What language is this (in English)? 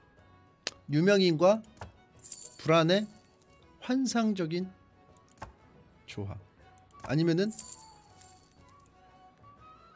Korean